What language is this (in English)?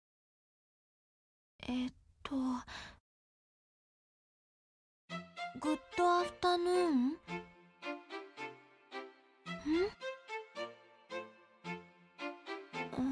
Japanese